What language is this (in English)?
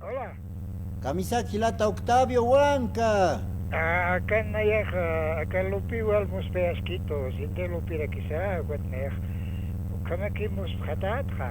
Aymara